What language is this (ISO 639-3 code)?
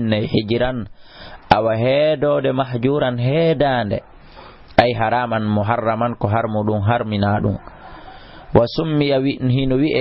ful